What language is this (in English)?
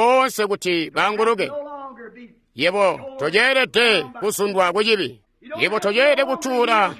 Tonga (Zambia)